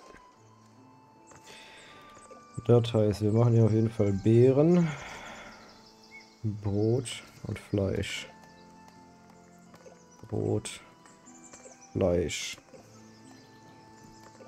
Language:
German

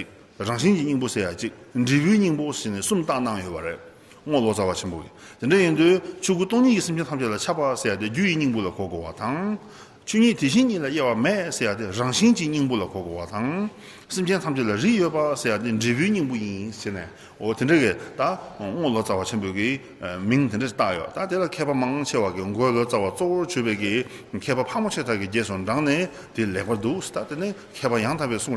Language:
Tibetan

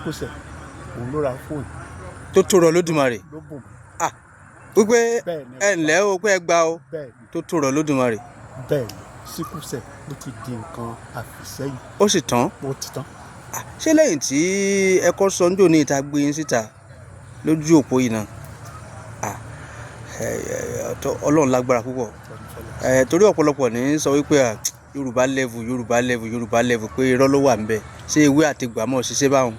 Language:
Yoruba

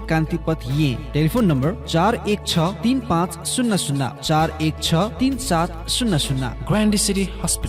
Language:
Newari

